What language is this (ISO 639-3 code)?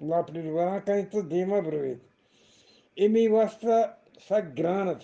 bgp